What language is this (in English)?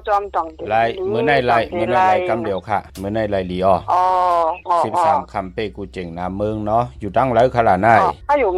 Shan